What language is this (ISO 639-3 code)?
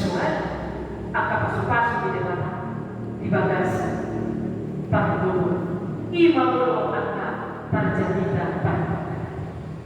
bbc